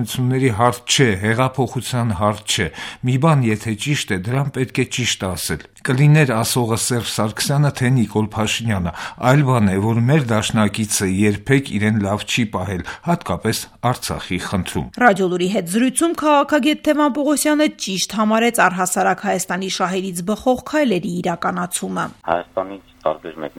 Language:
Armenian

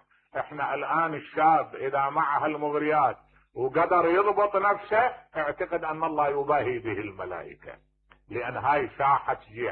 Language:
Mesopotamian Arabic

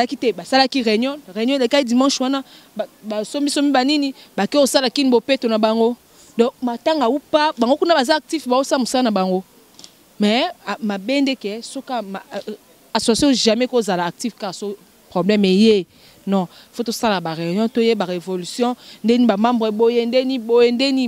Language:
Lingala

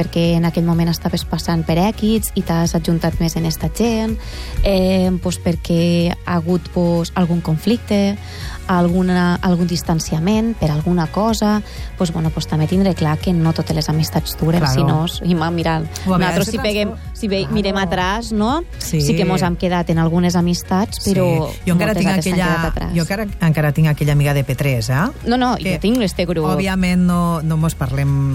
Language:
Catalan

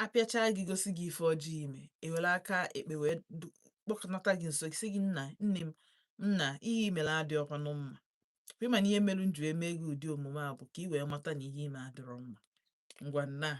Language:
Igbo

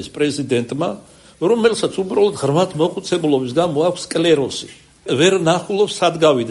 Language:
Georgian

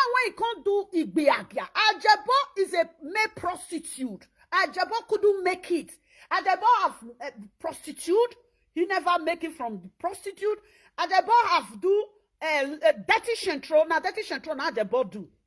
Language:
Nigerian Pidgin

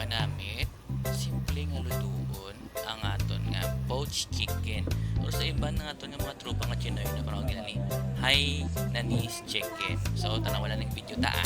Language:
Hiligaynon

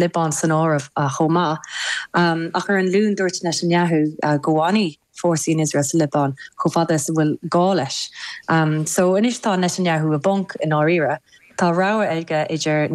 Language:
Irish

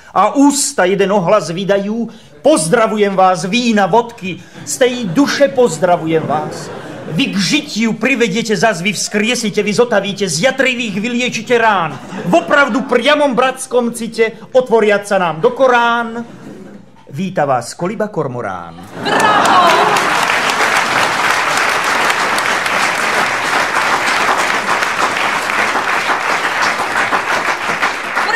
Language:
Slovak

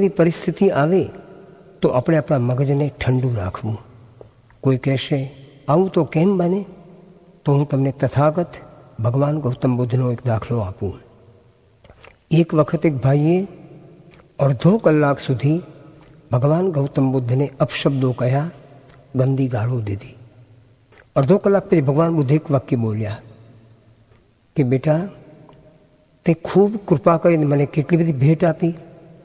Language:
Gujarati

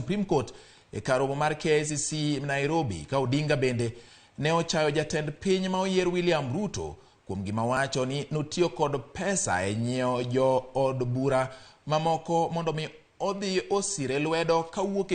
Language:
Luo (Kenya and Tanzania)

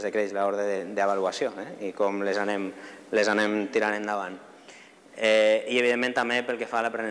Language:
Catalan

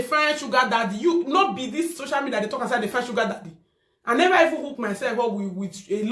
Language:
Nigerian Pidgin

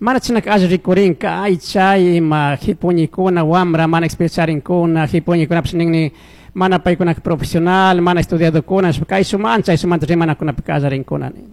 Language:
Chimborazo Highland Quichua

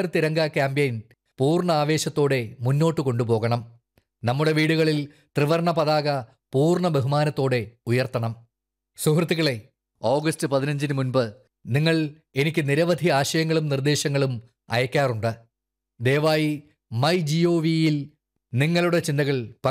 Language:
Malayalam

